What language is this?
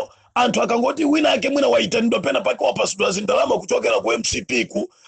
Nyanja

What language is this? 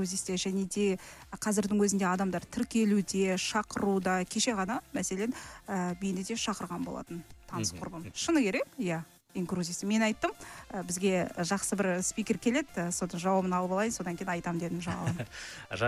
Kazakh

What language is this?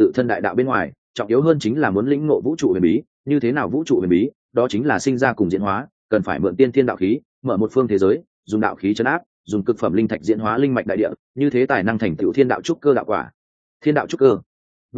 Vietnamese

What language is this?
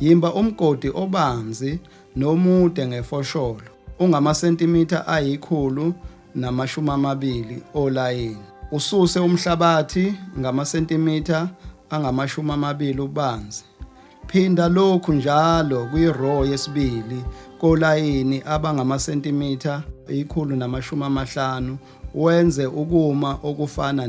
Zulu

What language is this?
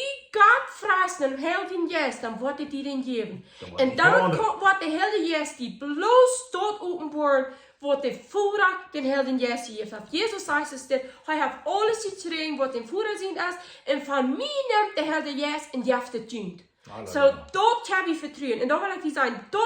Plautdietsch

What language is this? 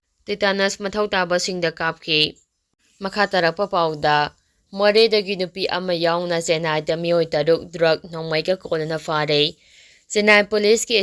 Manipuri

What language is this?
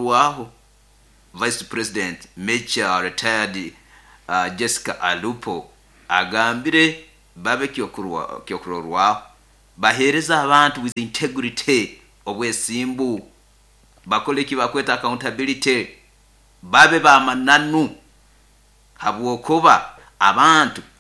Nyoro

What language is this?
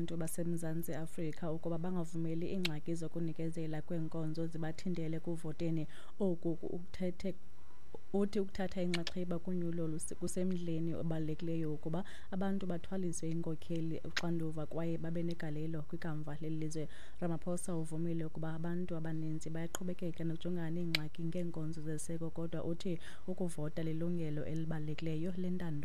Xhosa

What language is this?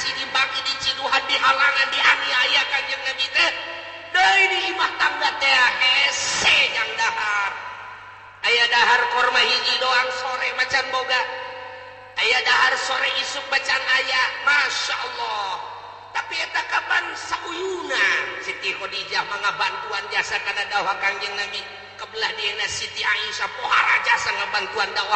Sundanese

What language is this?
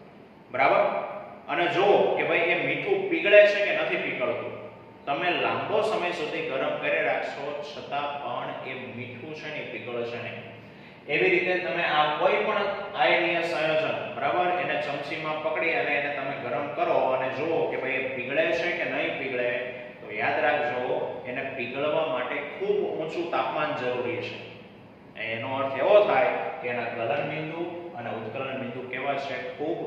Gujarati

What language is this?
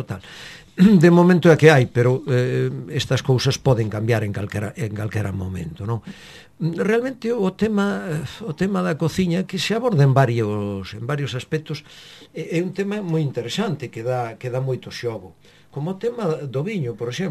Galician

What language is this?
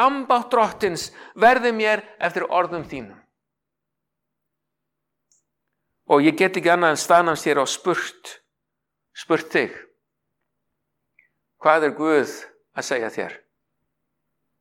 Icelandic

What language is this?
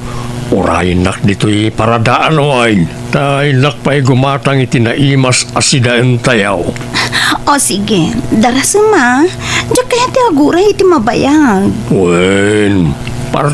Iloko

